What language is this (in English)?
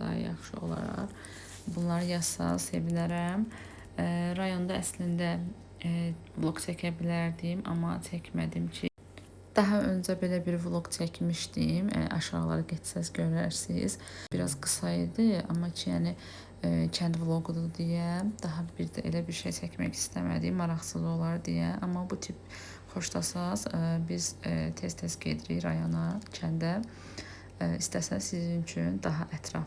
Azerbaijani